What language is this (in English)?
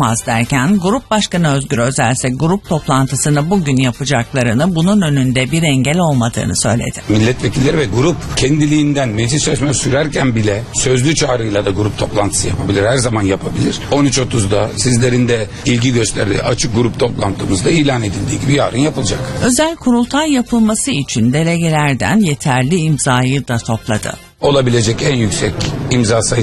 Turkish